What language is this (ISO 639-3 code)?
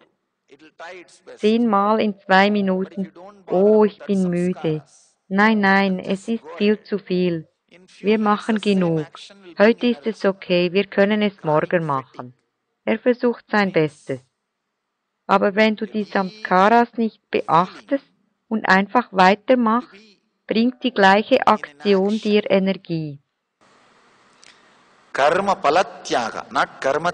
deu